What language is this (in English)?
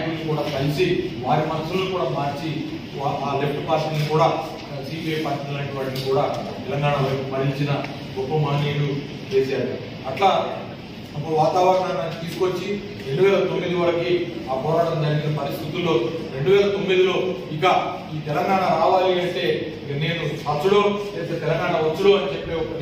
Telugu